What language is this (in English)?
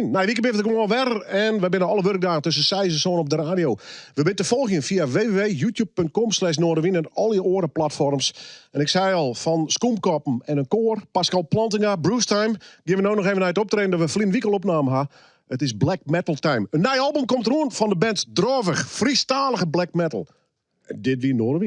Western Frisian